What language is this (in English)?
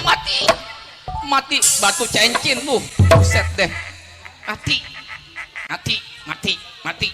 Betawi